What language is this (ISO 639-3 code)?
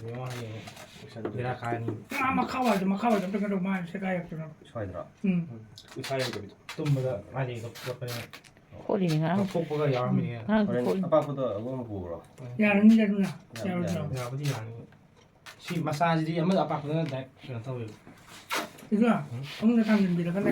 mni